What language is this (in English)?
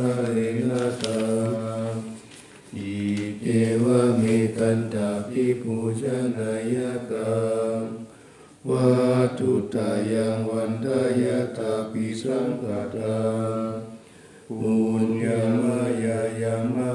Pali